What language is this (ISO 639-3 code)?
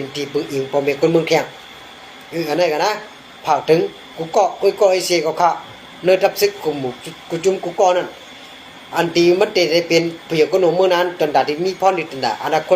shn